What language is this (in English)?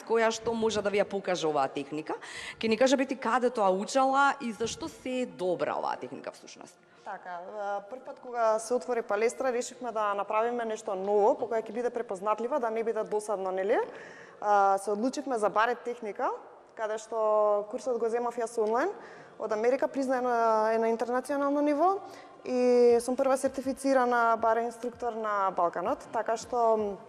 Macedonian